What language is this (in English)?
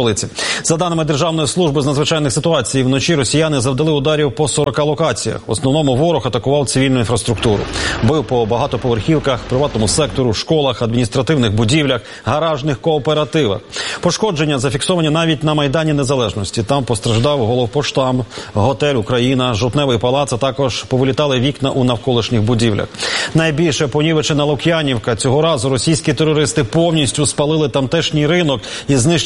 Ukrainian